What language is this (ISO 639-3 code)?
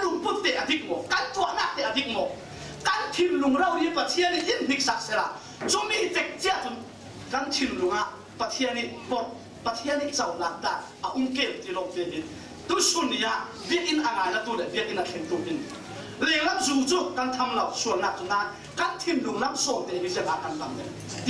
cfm